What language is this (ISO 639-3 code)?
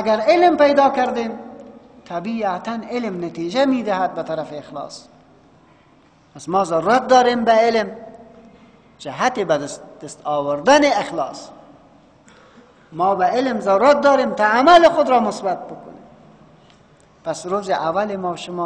fas